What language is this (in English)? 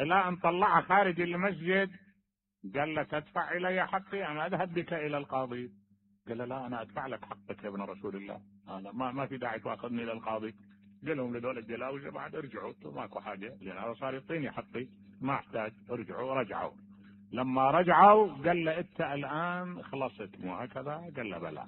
Mesopotamian Arabic